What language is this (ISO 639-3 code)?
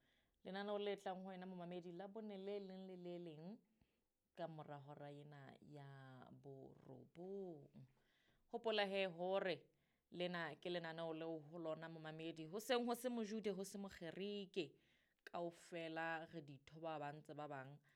sot